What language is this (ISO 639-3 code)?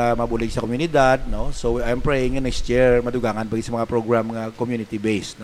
hil